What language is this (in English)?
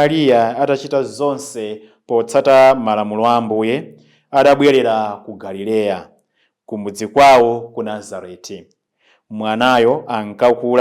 Nyanja